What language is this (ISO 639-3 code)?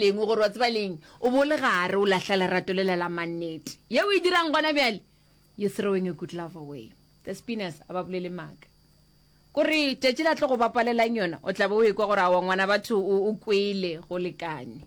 nso